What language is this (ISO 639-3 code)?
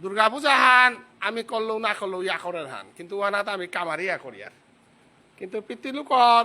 bpy